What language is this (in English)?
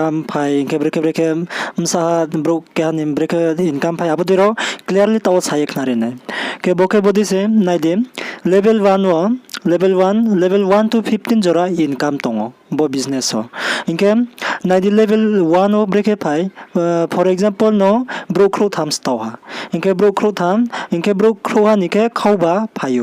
Riang (India)